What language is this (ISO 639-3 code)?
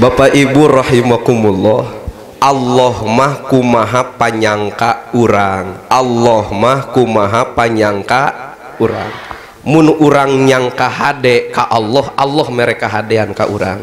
sun